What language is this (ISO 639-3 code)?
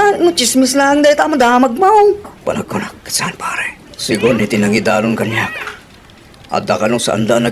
ilo